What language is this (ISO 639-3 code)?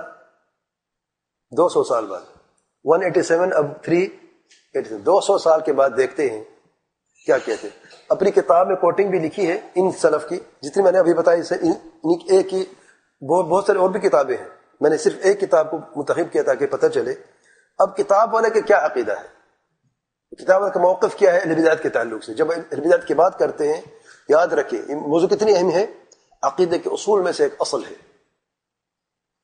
urd